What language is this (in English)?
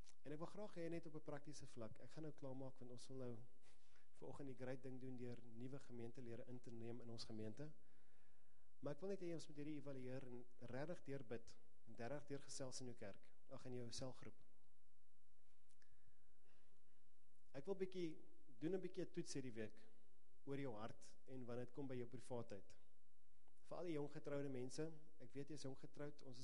Afrikaans